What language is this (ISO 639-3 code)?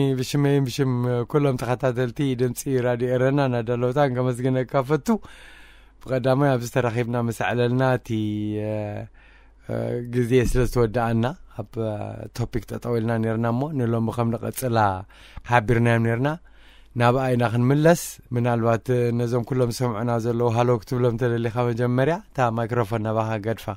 tir